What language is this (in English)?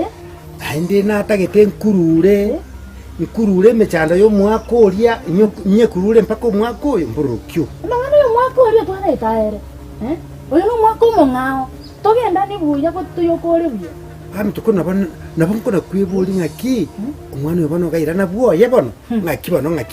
Gusii